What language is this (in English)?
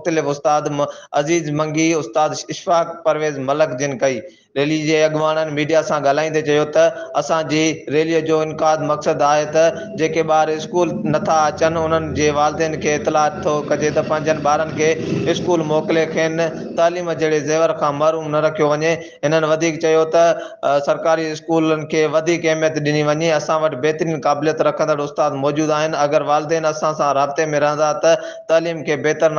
Sindhi